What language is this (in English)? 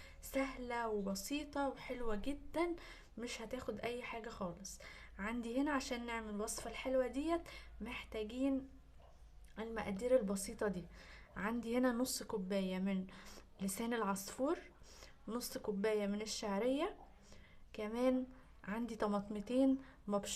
Egyptian Arabic